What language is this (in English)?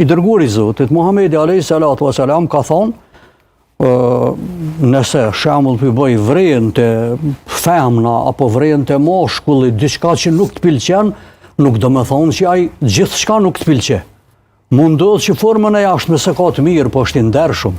Albanian